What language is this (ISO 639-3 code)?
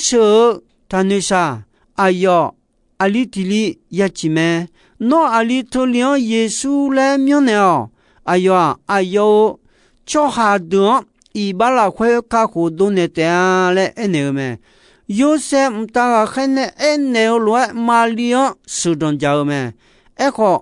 ahk